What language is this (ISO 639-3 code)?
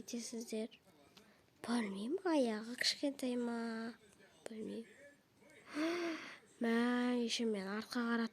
kaz